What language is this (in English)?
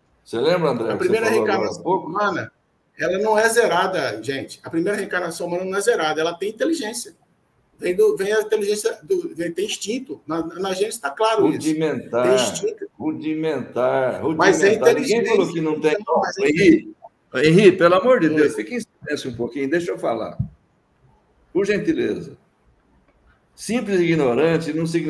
Portuguese